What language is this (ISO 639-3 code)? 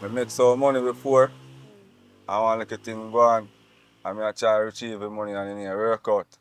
jam